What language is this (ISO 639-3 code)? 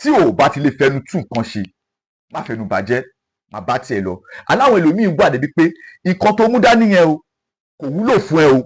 yor